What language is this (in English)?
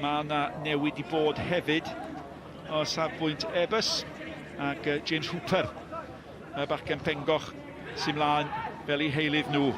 Welsh